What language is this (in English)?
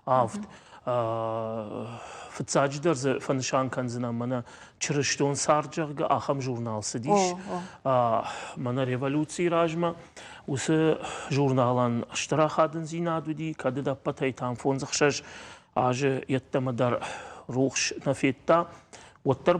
Ossetic